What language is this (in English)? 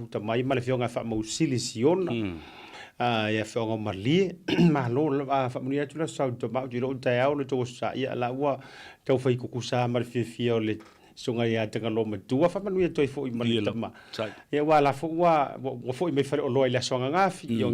Samoan